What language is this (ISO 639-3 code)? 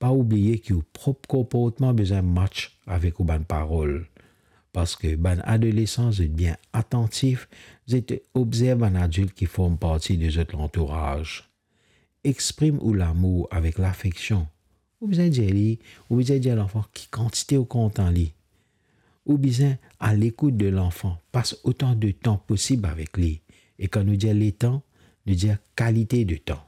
mfe